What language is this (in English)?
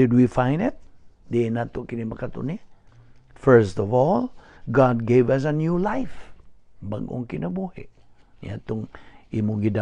Cebuano